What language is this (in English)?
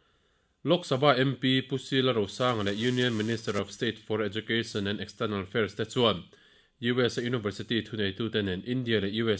Mizo